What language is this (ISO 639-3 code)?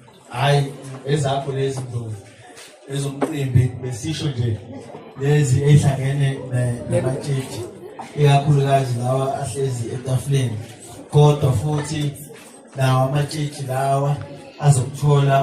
zul